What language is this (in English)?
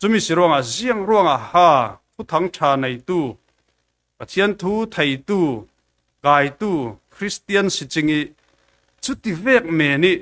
Falam Chin